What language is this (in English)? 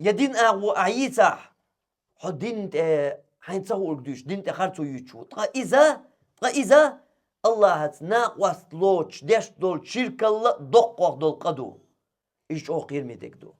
Chechen